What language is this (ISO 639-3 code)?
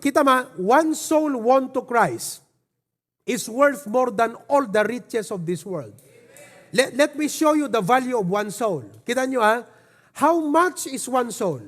ilo